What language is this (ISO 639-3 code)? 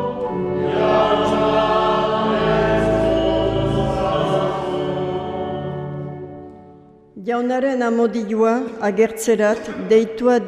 eus